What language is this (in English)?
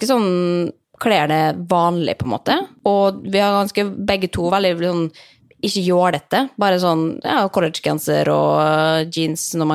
Norwegian